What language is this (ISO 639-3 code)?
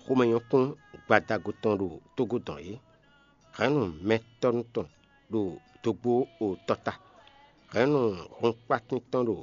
fon